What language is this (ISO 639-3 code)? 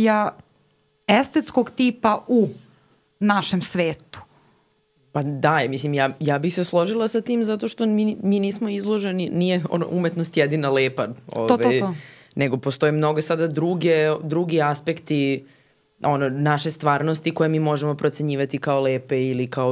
srp